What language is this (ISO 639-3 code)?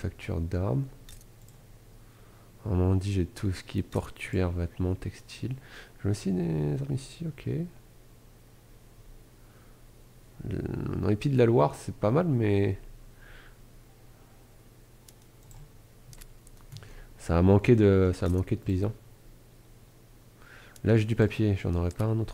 fra